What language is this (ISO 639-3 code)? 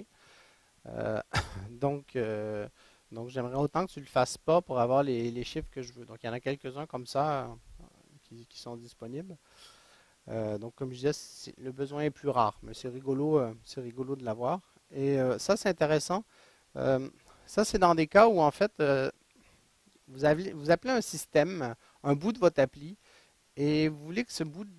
fra